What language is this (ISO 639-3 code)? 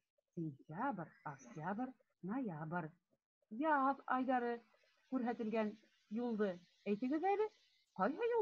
bak